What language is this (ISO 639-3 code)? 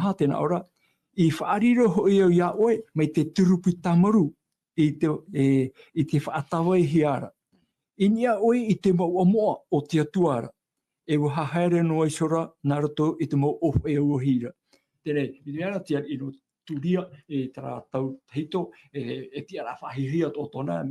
tah